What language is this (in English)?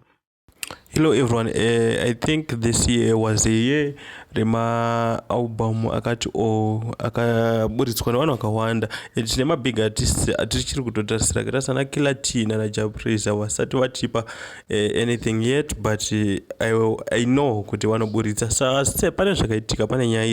Shona